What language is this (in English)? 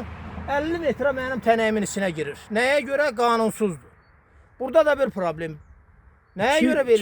Azerbaijani